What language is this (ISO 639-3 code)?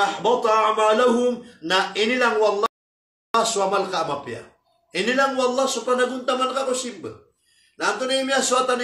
mrw